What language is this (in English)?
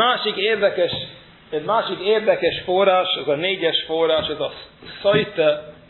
Hungarian